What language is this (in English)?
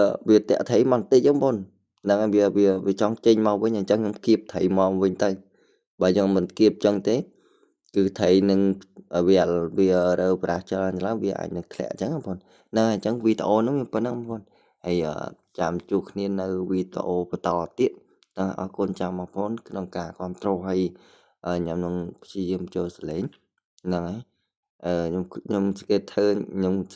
Khmer